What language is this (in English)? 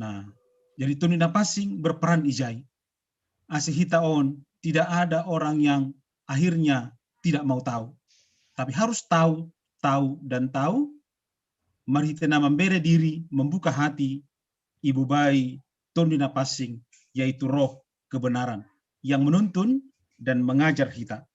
Batak Simalungun